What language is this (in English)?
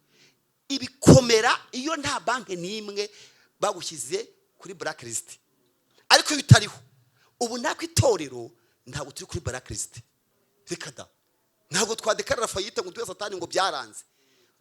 Kinyarwanda